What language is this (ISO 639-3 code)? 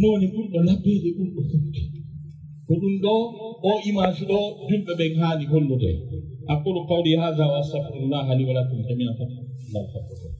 ful